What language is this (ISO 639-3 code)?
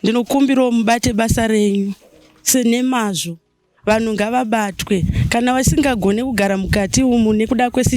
sna